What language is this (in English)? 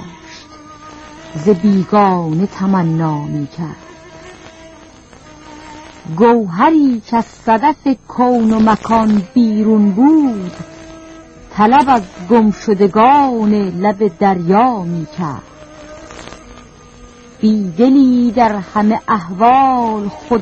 Persian